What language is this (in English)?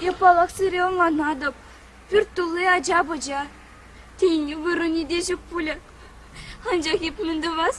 Chuvash